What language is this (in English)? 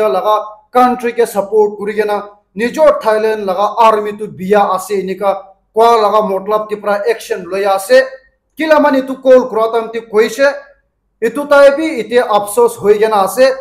Naga Pidgin